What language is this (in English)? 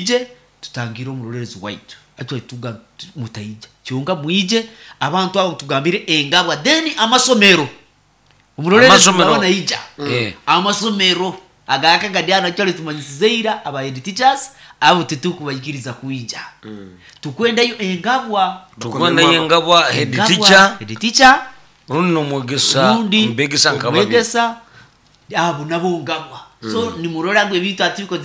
Nyoro